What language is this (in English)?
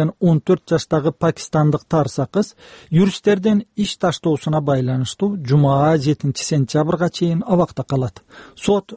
Kyrgyz